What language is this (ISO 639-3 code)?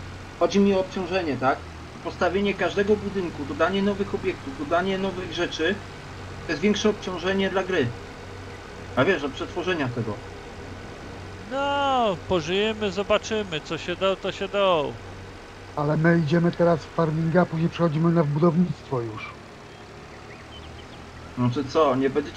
pol